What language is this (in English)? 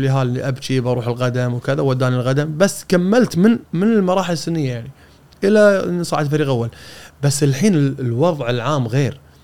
Gulf Arabic